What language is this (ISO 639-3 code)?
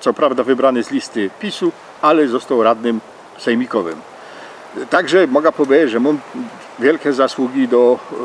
szl